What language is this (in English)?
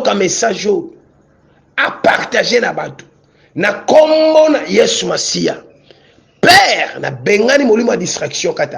Lingala